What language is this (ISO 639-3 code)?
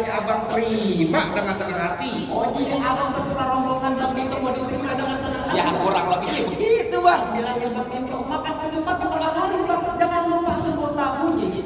bew